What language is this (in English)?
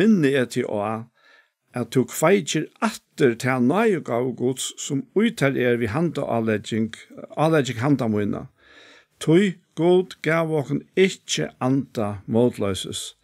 Faroese